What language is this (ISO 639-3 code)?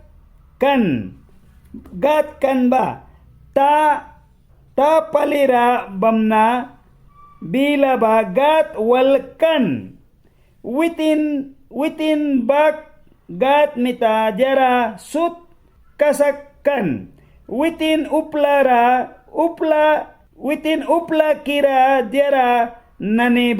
miq